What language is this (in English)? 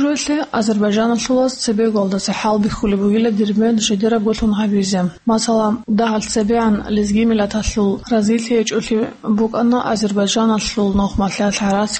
Avaric